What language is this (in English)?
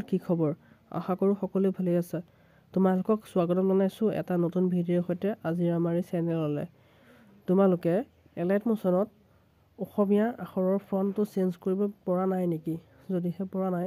Assamese